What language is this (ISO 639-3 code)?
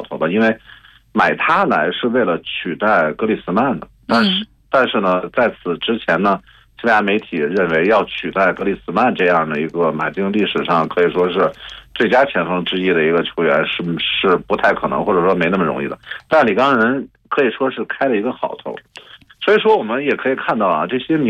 zho